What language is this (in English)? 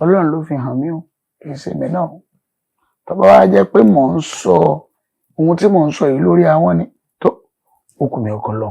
Yoruba